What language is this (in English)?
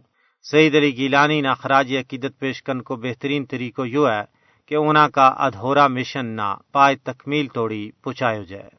Gujari